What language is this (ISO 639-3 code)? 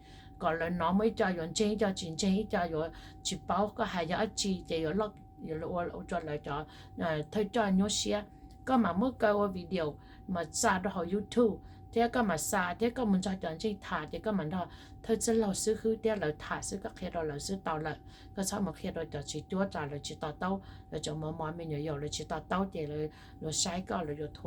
hmn